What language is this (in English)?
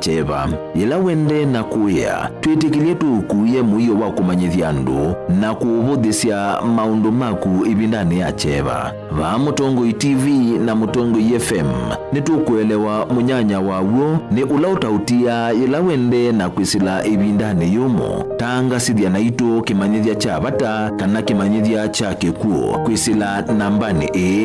Kamba